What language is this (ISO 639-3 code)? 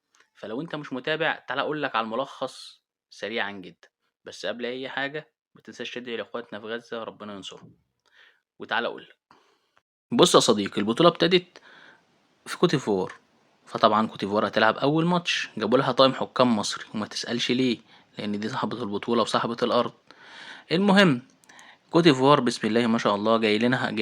arz